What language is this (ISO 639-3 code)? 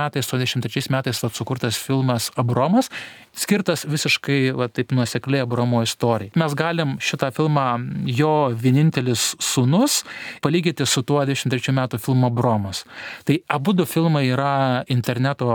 lit